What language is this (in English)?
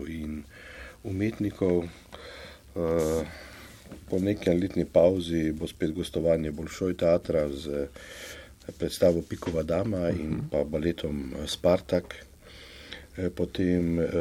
Slovenian